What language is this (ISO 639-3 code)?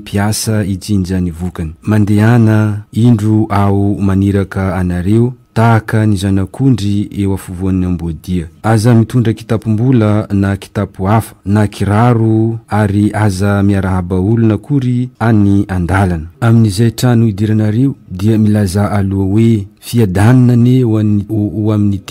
mlg